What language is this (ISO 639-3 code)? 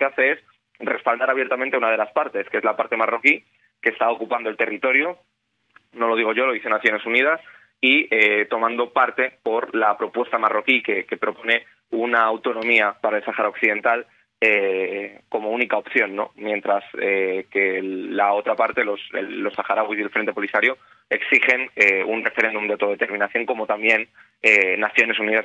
spa